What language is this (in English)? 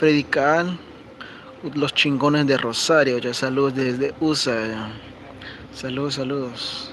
Kekchí